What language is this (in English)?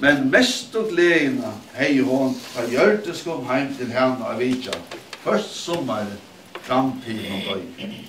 Faroese